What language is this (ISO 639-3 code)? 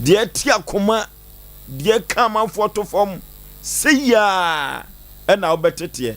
aka